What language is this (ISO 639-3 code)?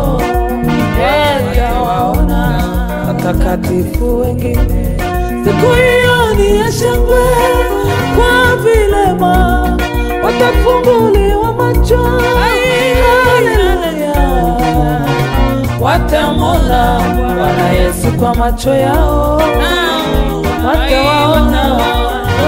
swa